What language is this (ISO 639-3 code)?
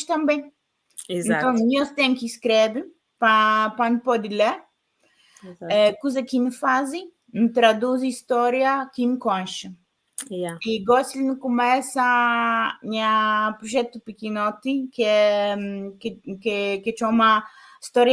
kea